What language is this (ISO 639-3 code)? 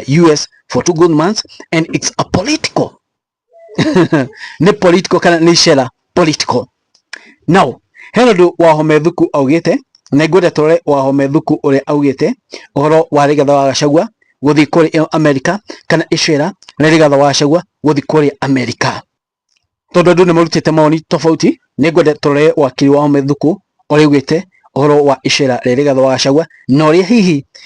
kik